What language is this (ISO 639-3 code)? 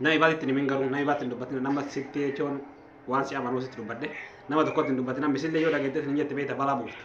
orm